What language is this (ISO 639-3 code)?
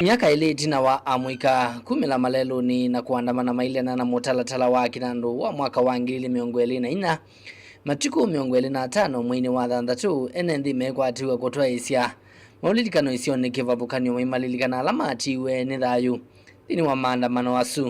kam